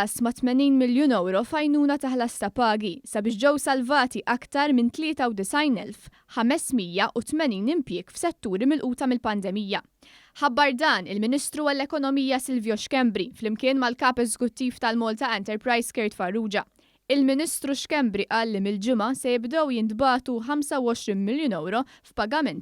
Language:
Maltese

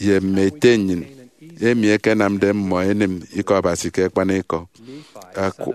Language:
Efik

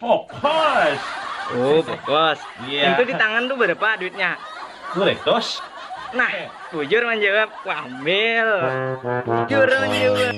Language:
Banjar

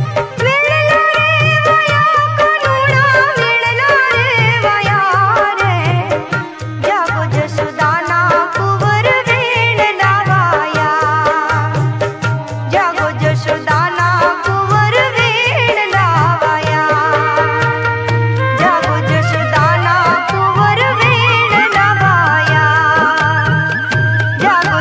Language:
Gujarati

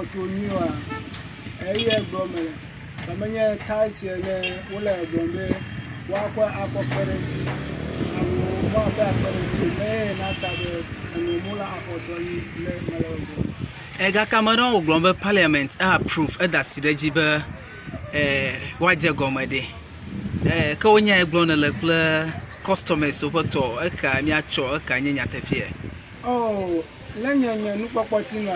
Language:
Ewe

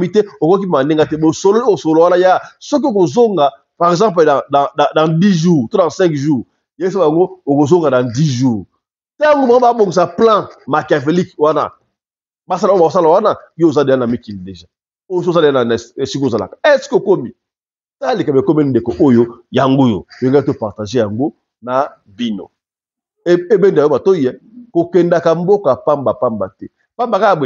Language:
Lingala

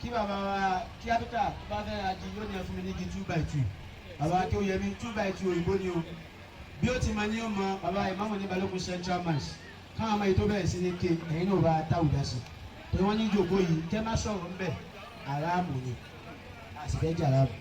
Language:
Yoruba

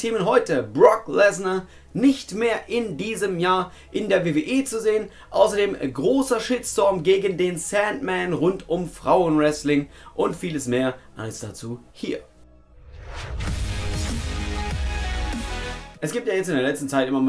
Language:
German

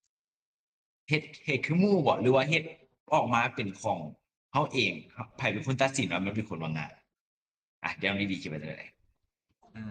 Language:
Lao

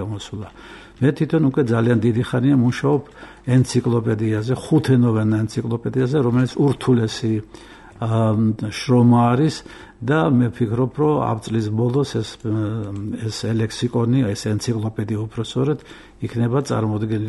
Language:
Georgian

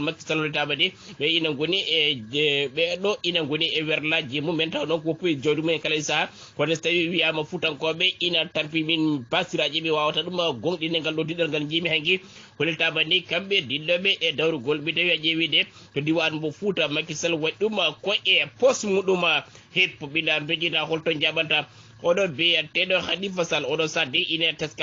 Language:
Fula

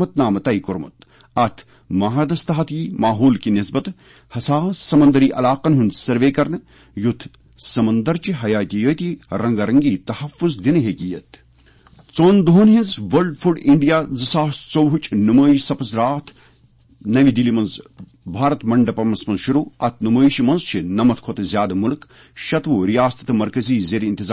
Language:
Kashmiri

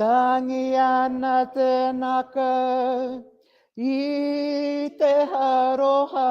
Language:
Māori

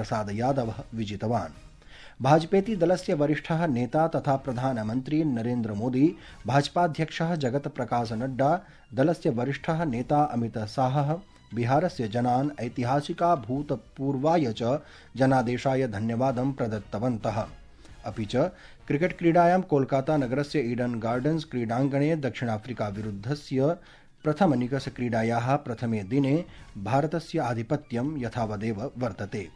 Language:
Sanskrit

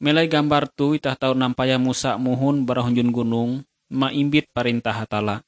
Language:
Ngaju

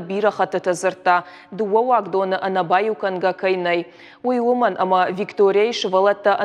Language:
Ossetic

